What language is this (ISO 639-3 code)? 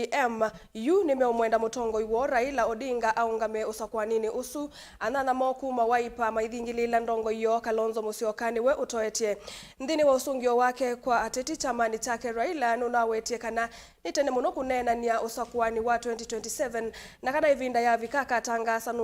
kam